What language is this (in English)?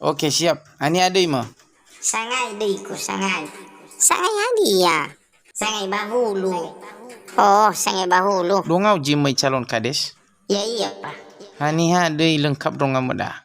Nias